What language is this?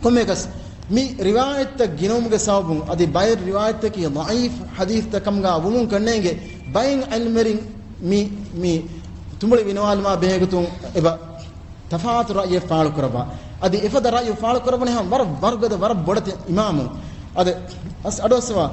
Divehi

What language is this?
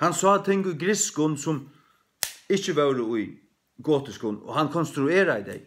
Faroese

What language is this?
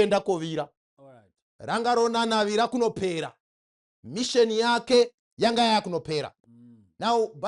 Shona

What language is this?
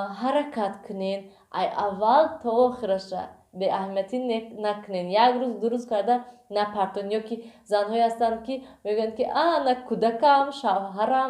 Tajik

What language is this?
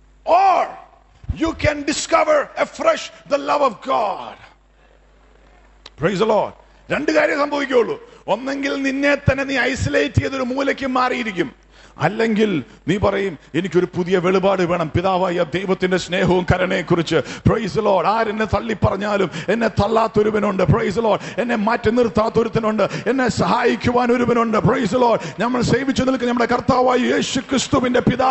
Malayalam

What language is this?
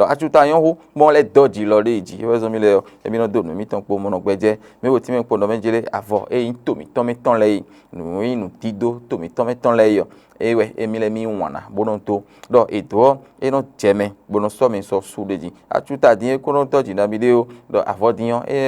Fon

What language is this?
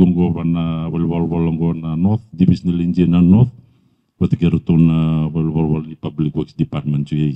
Fijian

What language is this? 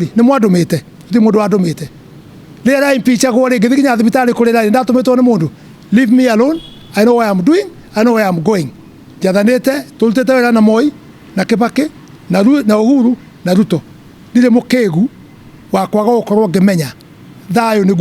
Kikuyu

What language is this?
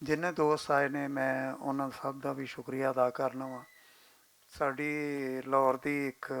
Western Panjabi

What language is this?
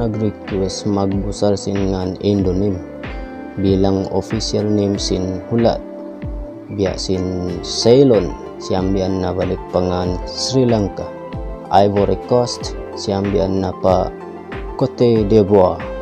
Tausug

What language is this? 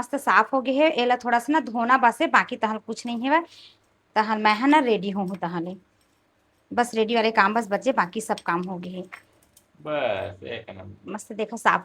Chhattisgarhi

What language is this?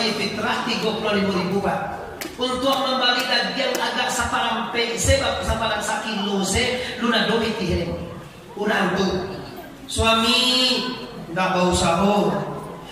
Minangkabau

